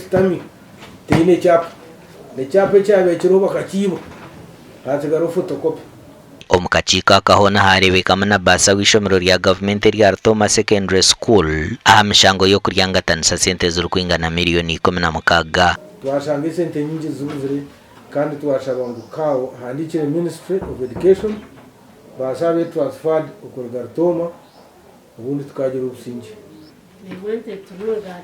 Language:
Nyankole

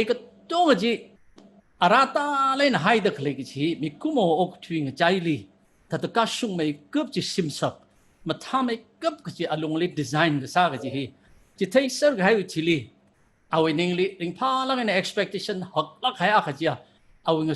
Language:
Tangkhul Naga (India)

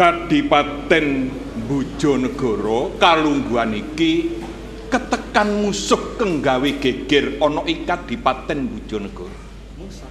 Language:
Javanese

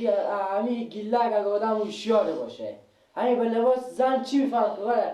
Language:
Persian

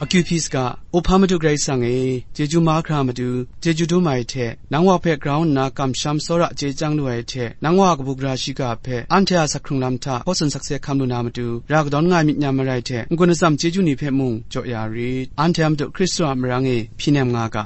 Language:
Kachin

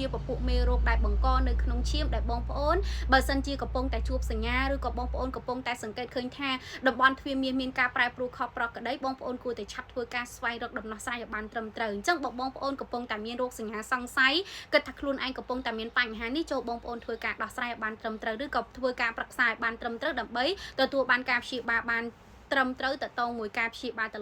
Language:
Khmer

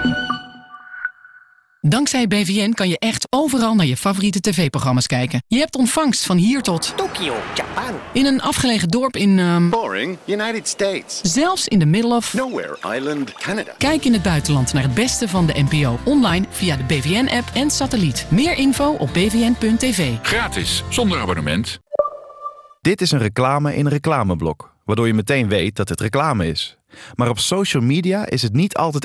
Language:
Dutch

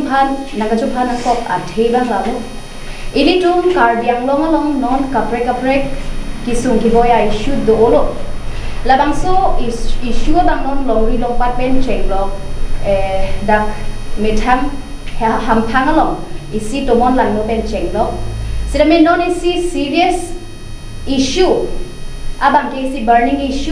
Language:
Karbi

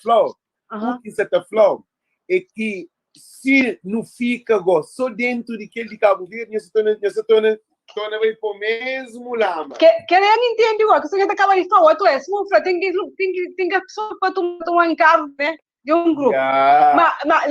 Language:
Kabuverdianu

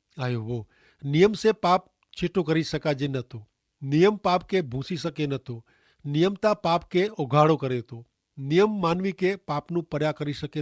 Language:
Kachhi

